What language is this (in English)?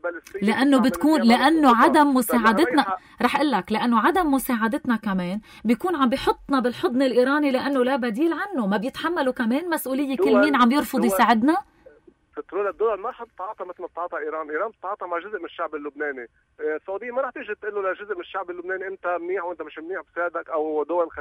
North Levantine Arabic